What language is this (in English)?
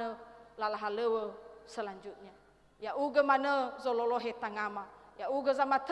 Nias